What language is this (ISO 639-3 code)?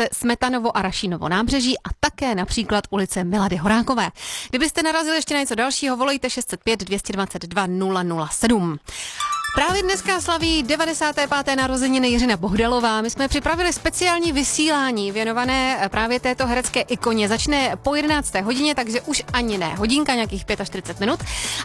ces